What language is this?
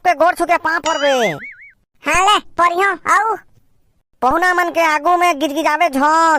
Chhattisgarhi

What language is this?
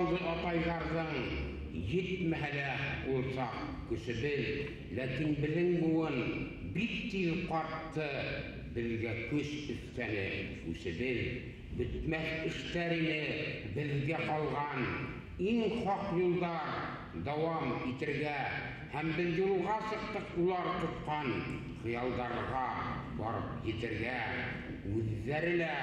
Bashkir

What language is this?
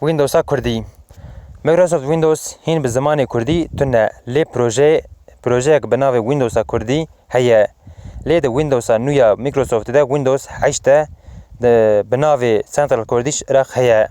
Kurdish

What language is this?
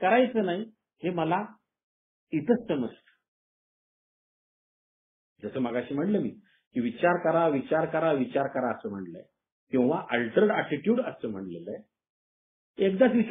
Marathi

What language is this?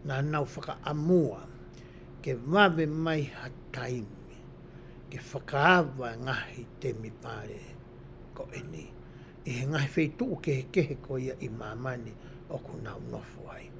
Tongan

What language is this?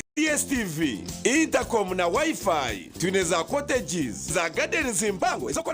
Nyankole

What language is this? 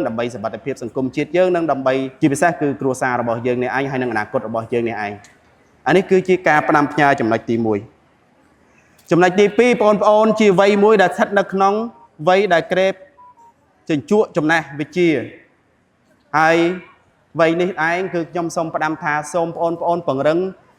Khmer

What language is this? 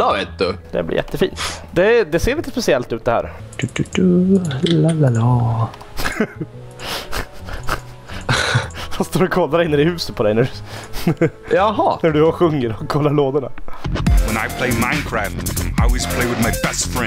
Swedish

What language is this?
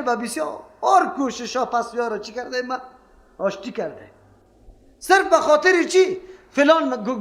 Persian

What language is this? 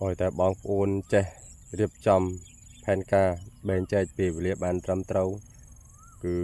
Khmer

